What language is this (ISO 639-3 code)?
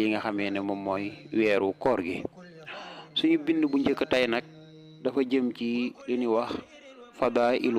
wol